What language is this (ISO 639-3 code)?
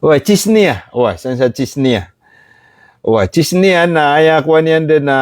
mrw